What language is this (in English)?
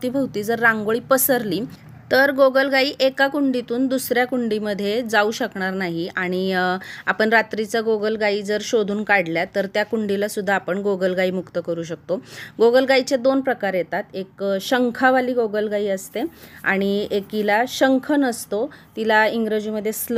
Marathi